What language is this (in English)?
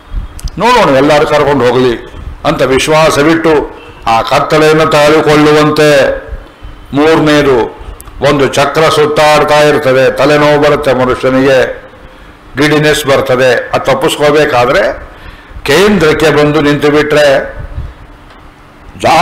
Kannada